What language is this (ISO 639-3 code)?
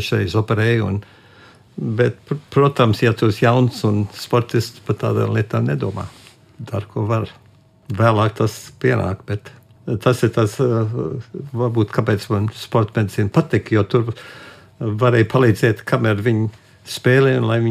lav